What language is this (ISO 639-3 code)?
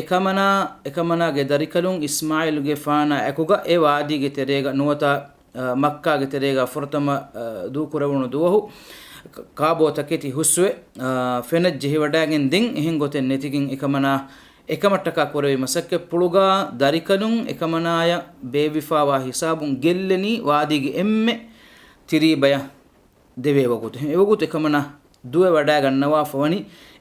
div